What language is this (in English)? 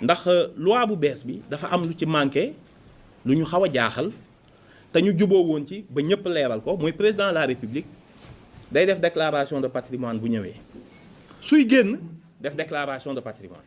Wolof